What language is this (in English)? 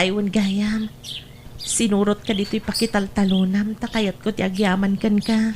Iloko